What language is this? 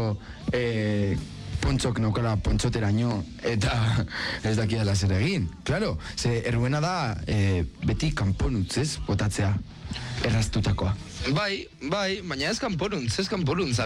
Basque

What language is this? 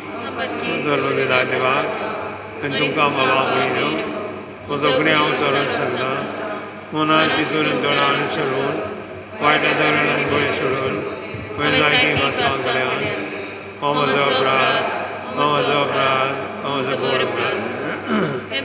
Konkani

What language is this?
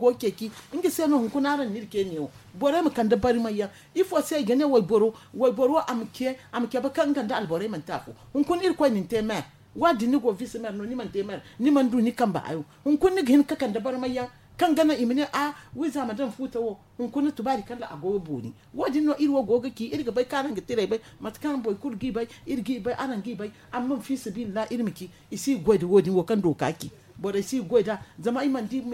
Zarma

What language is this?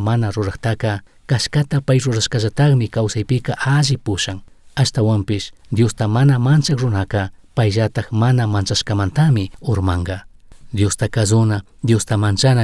Chimborazo Highland Quichua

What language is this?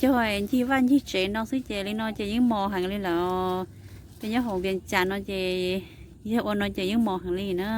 Hmong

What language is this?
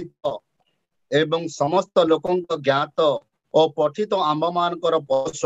Odia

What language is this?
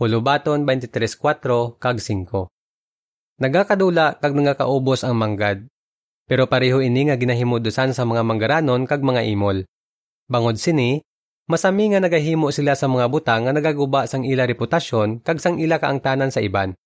Hiligaynon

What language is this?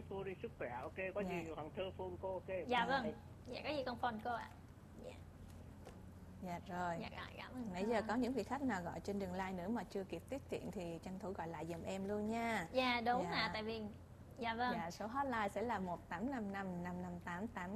Vietnamese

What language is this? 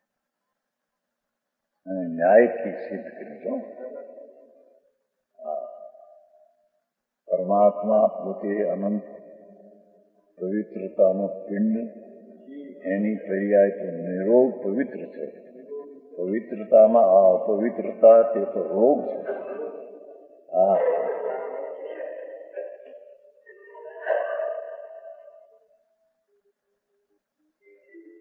Gujarati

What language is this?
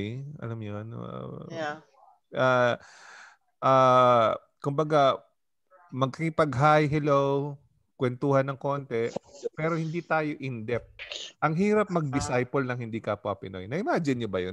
Filipino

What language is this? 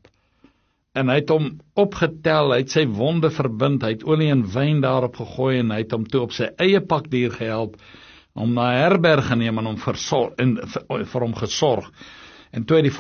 Afrikaans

